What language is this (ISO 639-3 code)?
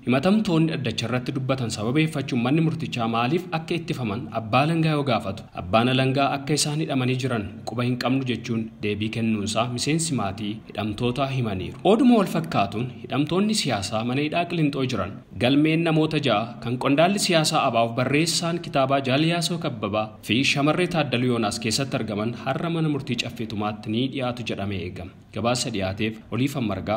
orm